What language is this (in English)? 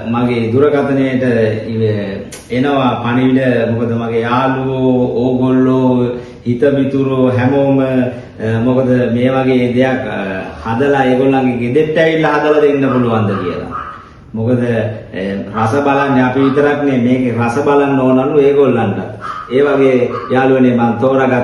Sinhala